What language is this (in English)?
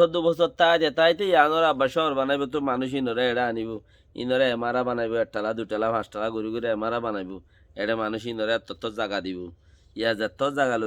Rohingya